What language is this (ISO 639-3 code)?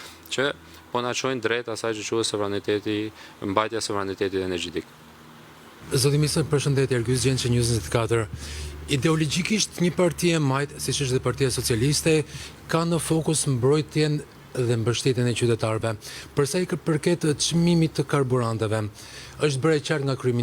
sqi